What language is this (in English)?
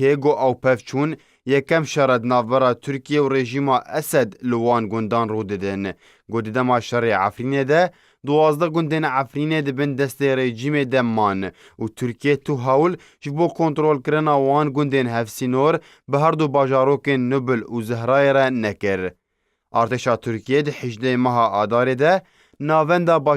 Kurdish